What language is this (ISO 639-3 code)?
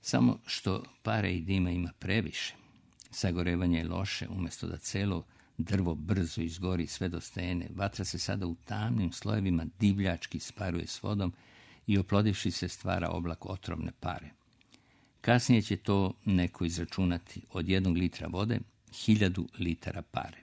srp